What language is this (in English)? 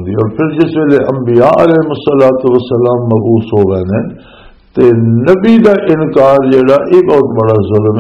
Western Panjabi